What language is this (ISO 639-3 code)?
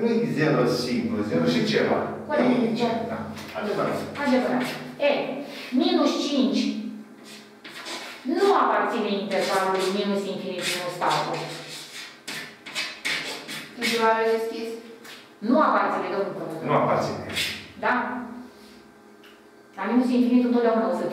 ron